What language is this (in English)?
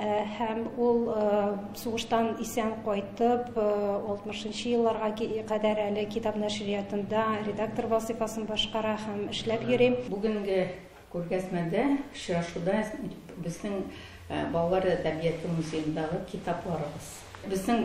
Tatar